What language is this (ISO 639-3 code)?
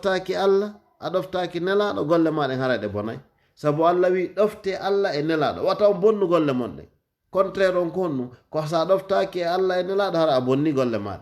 ful